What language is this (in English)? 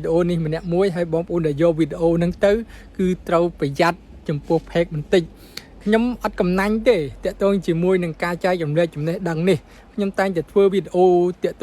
Khmer